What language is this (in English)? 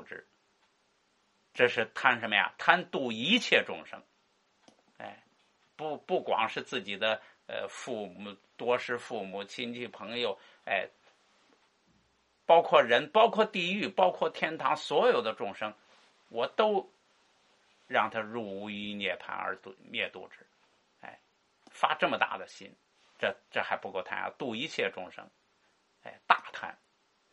Chinese